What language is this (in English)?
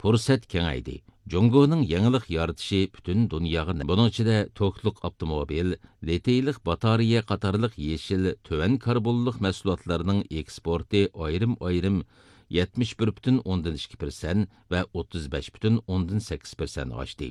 Uyghur